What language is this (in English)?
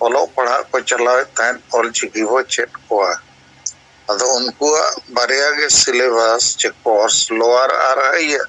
Santali